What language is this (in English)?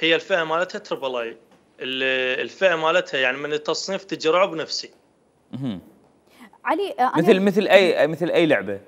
Mesopotamian Arabic